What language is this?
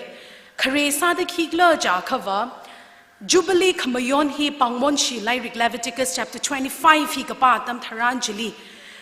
Tangkhul Naga (India)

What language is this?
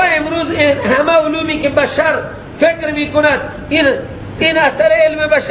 Persian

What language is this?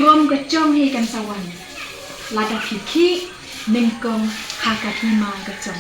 Khasi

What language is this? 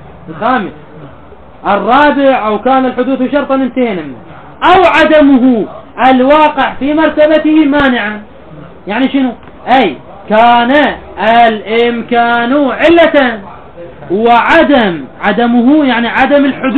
Mesopotamian Arabic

